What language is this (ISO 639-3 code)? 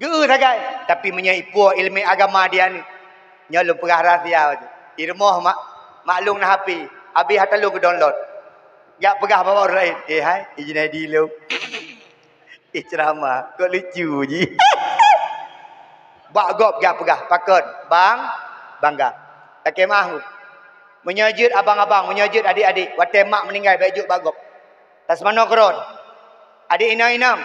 ace